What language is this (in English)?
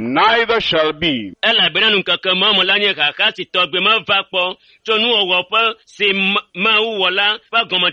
Ewe